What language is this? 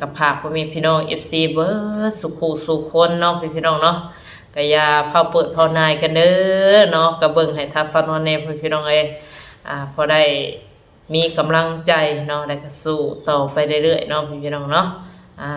Northeastern Thai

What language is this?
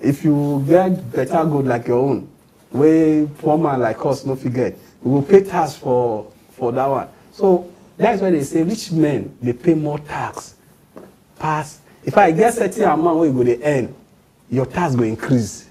Nigerian Pidgin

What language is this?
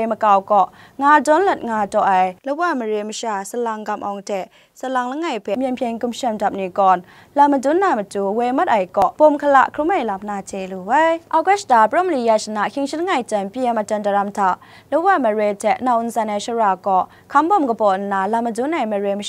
Kachin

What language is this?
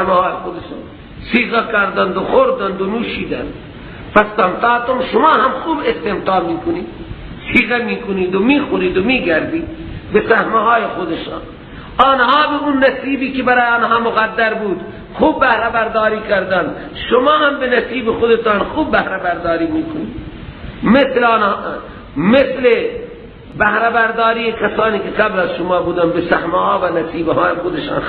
Persian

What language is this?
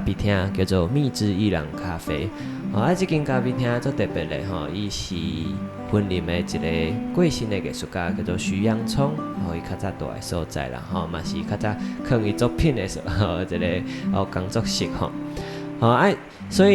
Min Nan Chinese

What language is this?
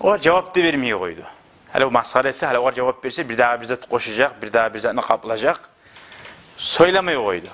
Kumyk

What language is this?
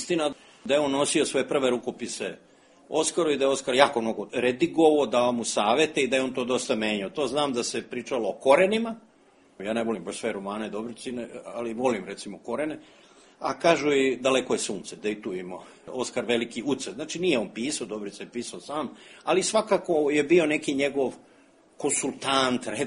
Serbian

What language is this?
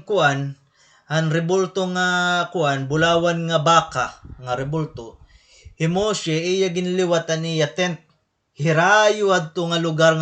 Waray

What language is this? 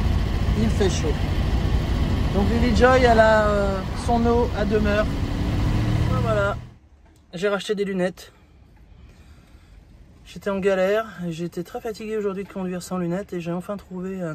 French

